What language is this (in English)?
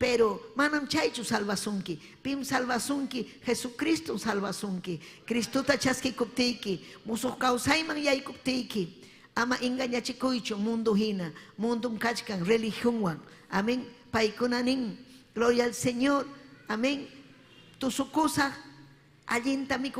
Ayacucho Quechua